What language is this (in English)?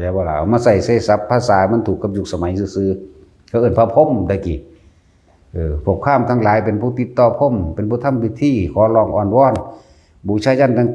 Northeastern Thai